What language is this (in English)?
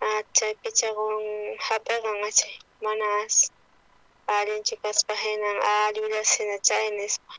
South Bolivian Quechua